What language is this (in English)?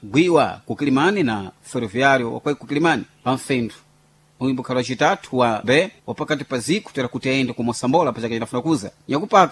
Sena